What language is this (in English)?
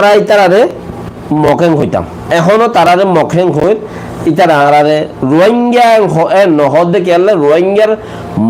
Rohingya